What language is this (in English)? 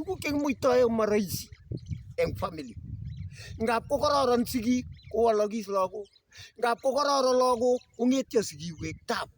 Kalenjin